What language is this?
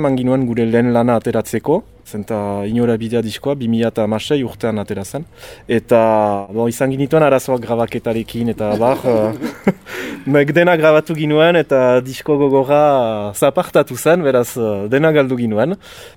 Basque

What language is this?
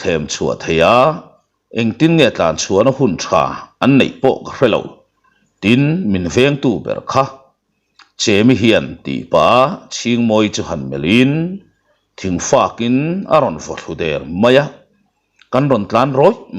Mizo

